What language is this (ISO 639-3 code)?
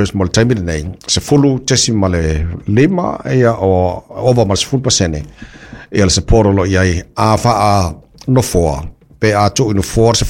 smo